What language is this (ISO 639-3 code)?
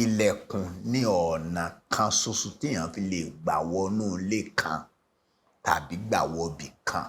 yor